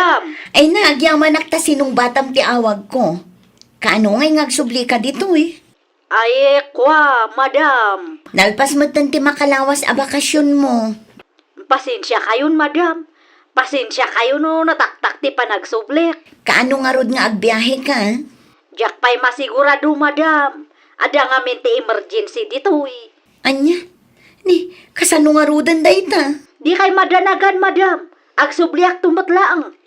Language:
Iloko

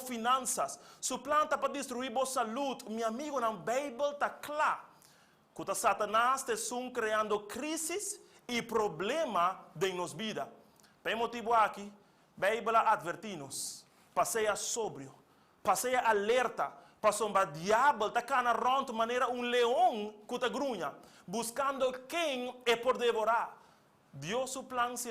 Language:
Papiamento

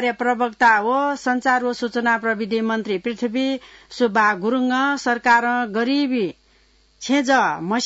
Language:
Newari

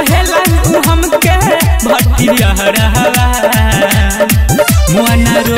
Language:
Bhojpuri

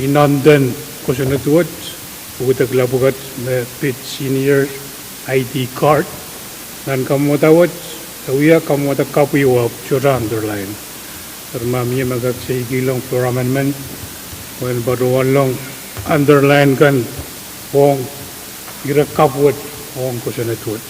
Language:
Pohnpeian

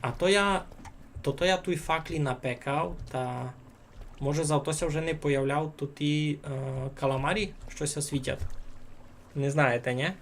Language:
Rusyn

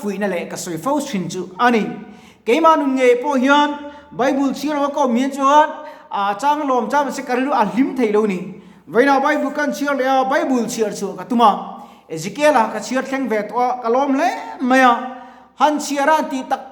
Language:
Mizo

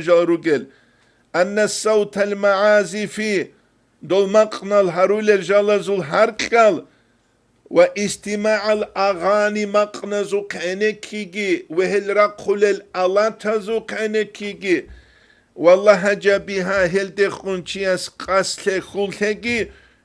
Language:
Avaric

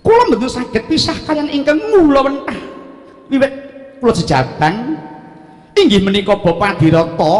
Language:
Javanese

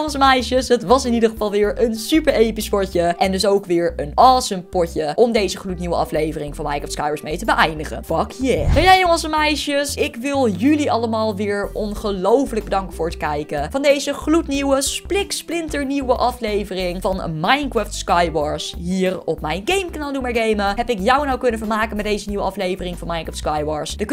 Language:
Dutch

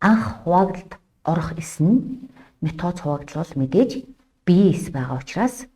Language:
Mongolian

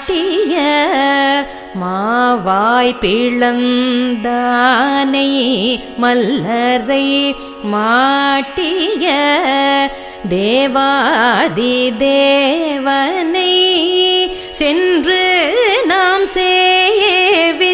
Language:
Tamil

